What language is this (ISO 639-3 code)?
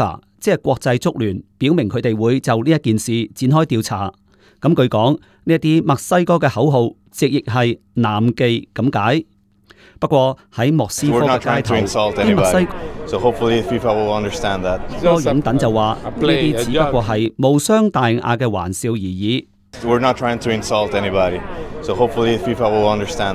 yue